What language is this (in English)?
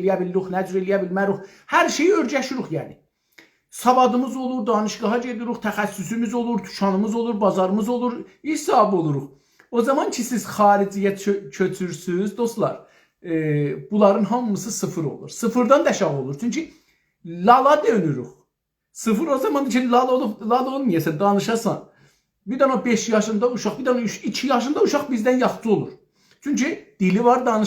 South Azerbaijani